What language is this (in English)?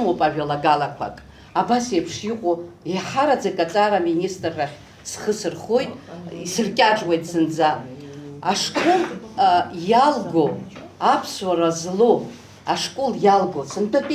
Abkhazian